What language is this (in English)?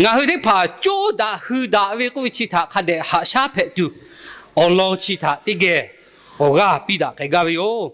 Lahu